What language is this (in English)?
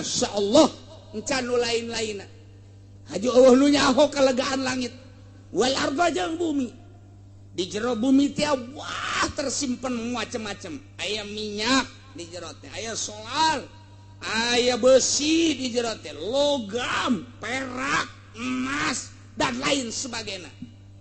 Sundanese